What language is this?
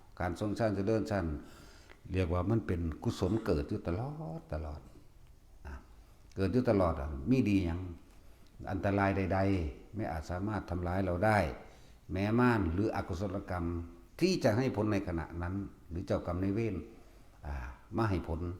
Northeastern Thai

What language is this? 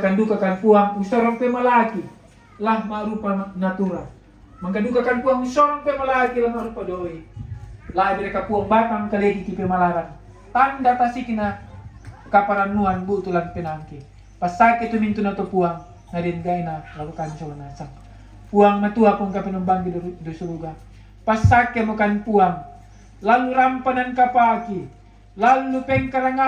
Toraja-Sa'dan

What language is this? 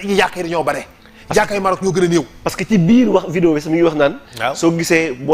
Wolof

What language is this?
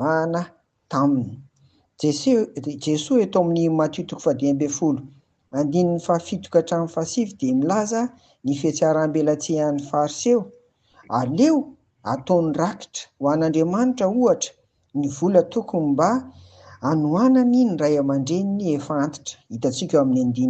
Malagasy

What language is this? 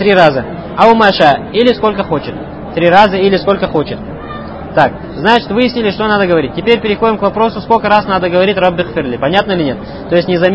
Russian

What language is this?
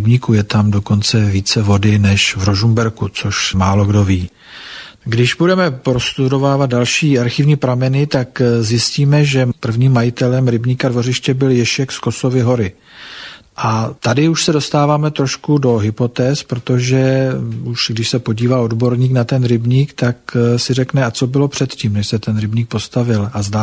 Czech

